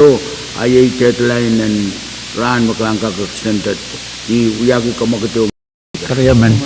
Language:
Pohnpeian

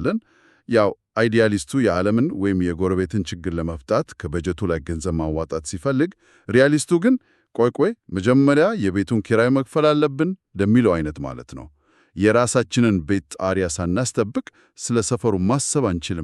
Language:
Amharic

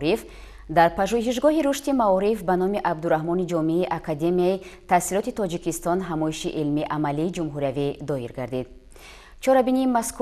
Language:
Tajik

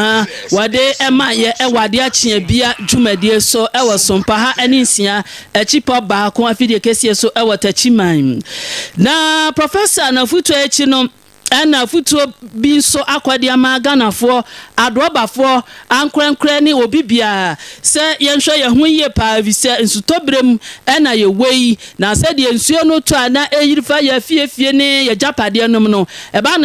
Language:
Akan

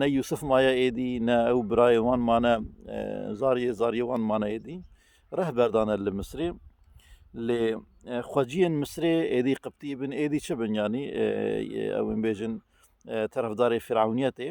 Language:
Kurdish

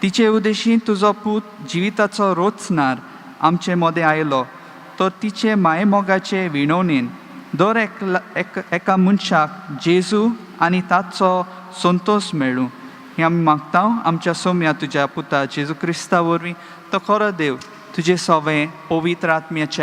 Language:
Konkani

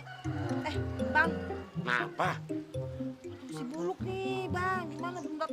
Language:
Betawi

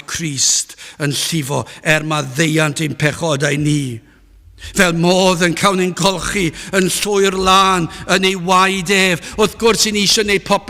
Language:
Welsh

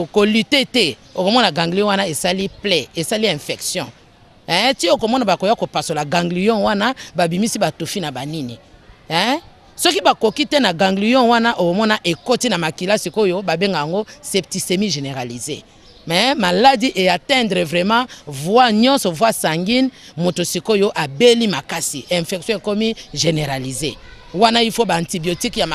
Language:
Lingala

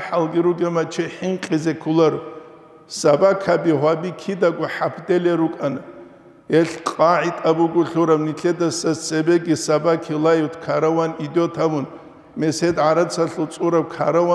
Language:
Avaric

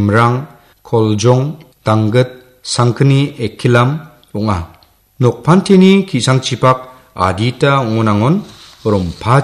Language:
Garo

